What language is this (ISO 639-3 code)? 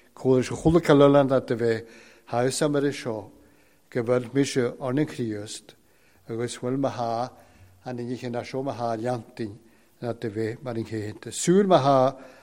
cym